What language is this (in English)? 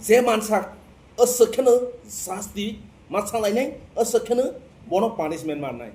Kok Borok